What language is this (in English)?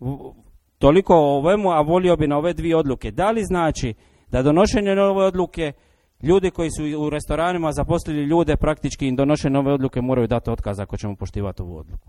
Croatian